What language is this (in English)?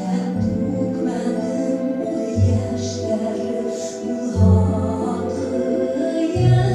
Bashkir